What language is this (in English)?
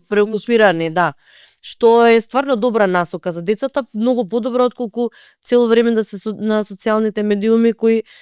Macedonian